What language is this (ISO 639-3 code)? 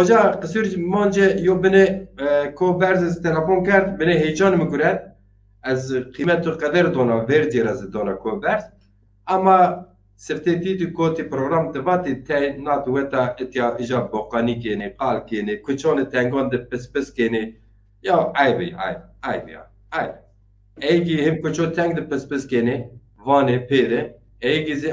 zza